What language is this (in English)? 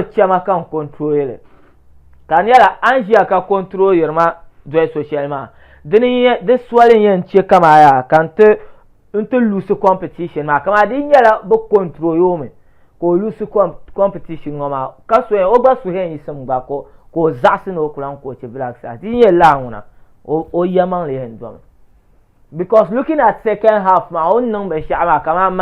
Dagbani